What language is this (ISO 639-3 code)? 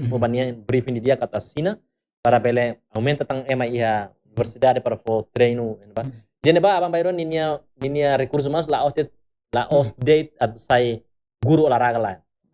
tet